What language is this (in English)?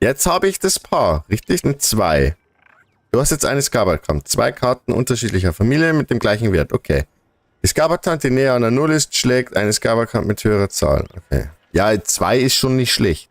Bavarian